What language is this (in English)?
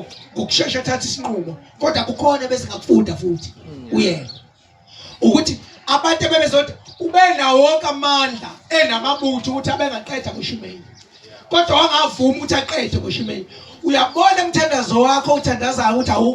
Zulu